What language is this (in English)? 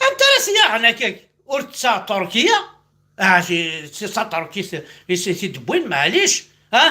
Kabyle